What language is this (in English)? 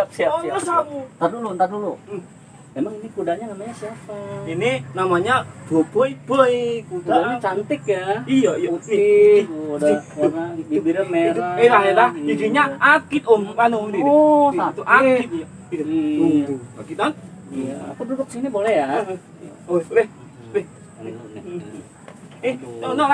Betawi